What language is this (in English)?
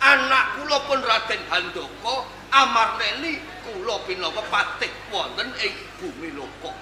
Javanese